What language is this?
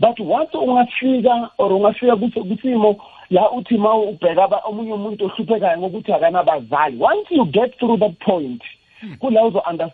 South Ndebele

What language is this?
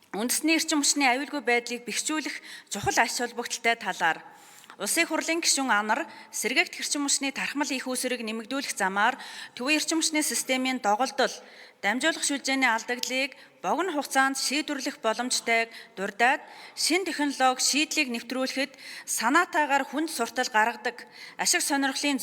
Mongolian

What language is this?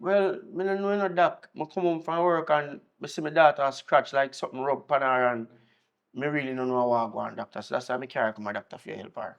Jamaican Creole English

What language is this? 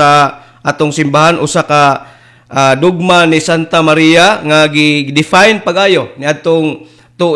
Cebuano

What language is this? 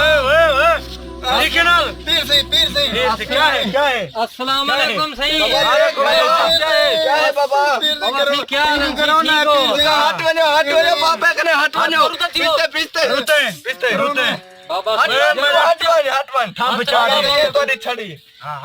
Saraiki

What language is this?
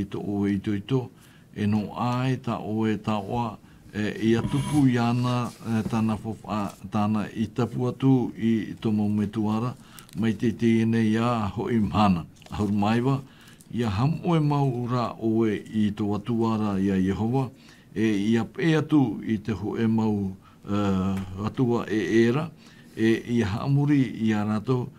Tahitian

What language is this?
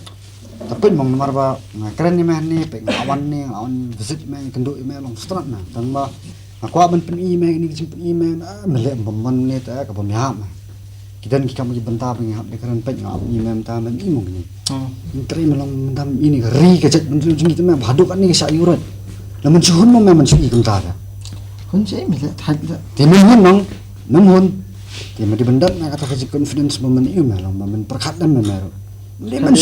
Khasi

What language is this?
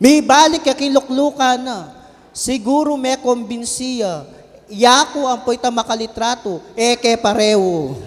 Pampanga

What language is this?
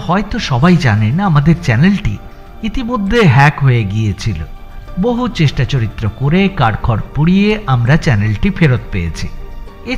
Bangla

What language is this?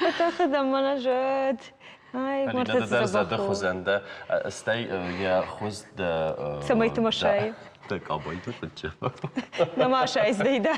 Ossetic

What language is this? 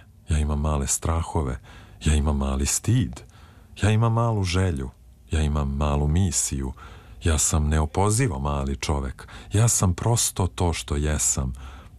Serbian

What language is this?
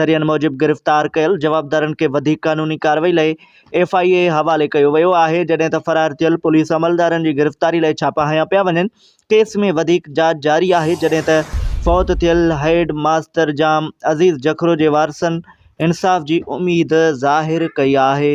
Sindhi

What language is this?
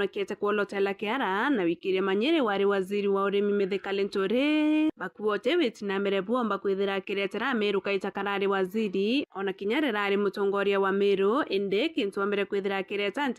Meru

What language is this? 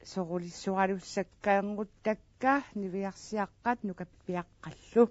Kalaallisut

